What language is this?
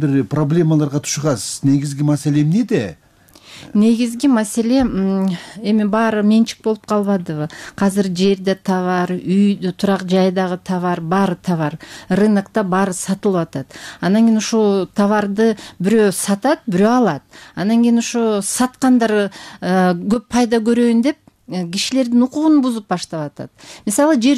Kyrgyz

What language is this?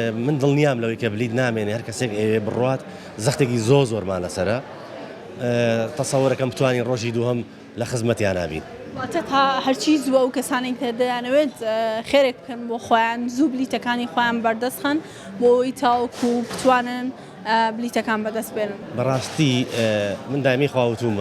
Central Kurdish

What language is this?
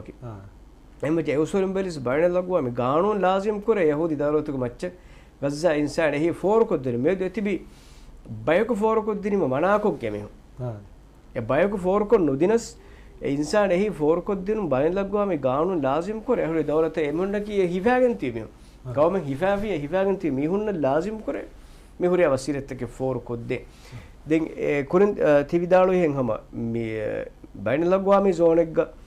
Divehi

